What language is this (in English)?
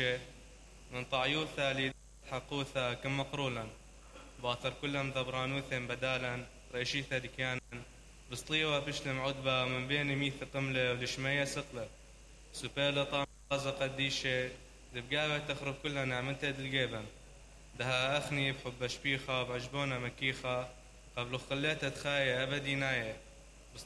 Mesopotamian Arabic